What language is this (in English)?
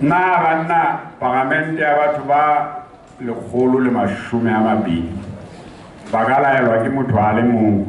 Southern Sotho